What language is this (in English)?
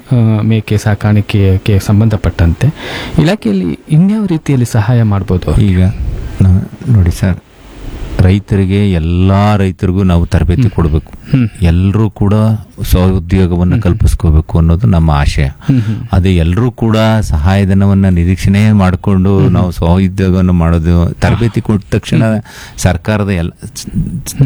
Kannada